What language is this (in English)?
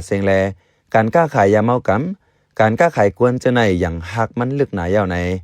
Shan